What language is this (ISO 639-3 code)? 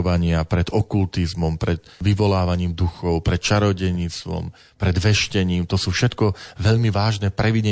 slk